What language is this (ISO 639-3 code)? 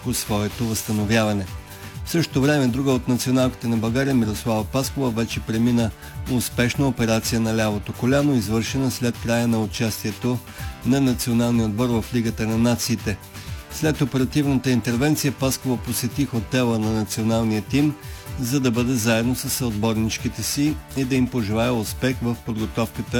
bul